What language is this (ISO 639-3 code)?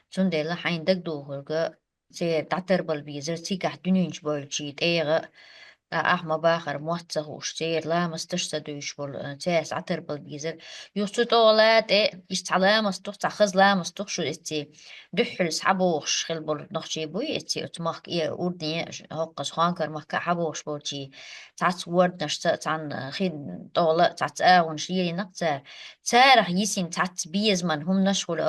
che